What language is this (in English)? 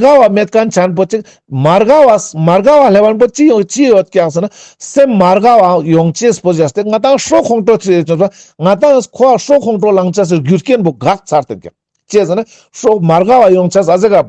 Ladakhi